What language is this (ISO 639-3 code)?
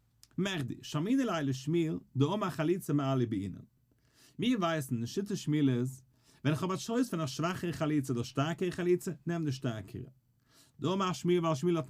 yid